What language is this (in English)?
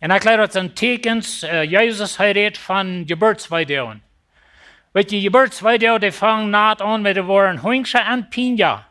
Plautdietsch